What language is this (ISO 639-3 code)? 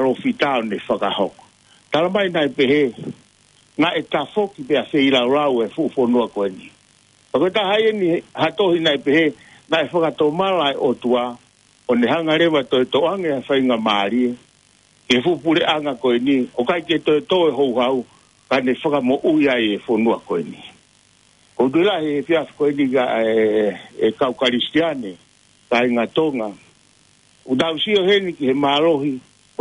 ton